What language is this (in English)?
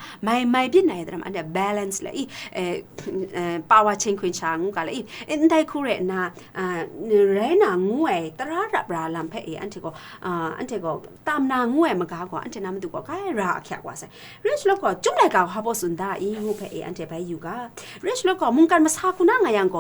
Kachin